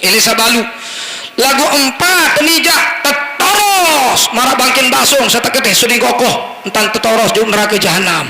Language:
Sasak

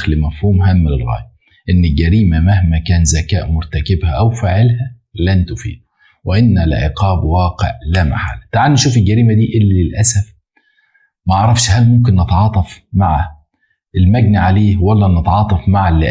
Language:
Egyptian Arabic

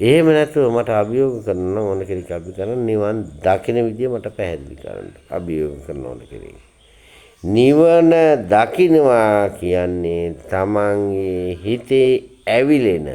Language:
Sinhala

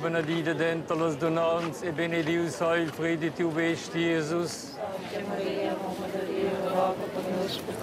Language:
Romansh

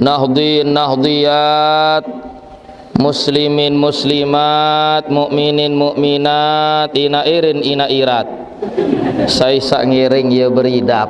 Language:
Sasak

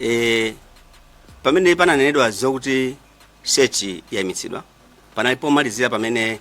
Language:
Nyanja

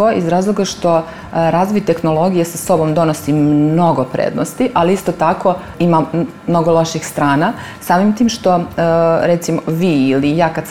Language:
Serbian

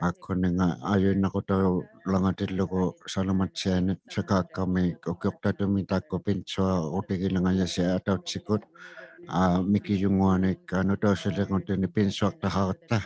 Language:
Inuktitut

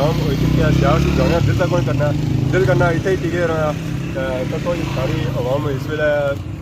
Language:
Pahari-Potwari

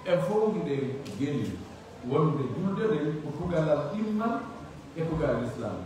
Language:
Pular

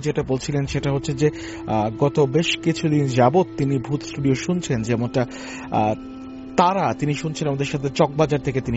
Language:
Bangla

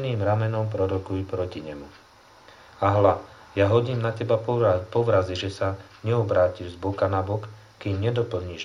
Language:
Slovak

